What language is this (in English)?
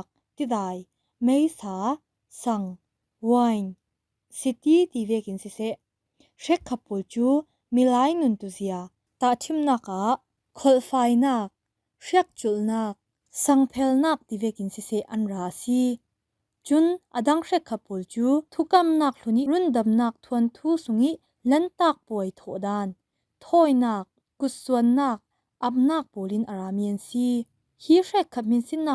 Falam Chin